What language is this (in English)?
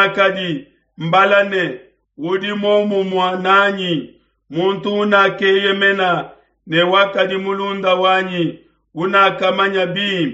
Luba-Lulua